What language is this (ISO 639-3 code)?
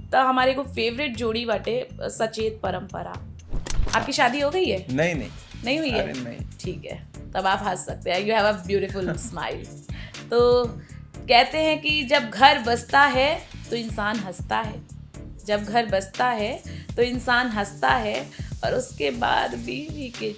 bho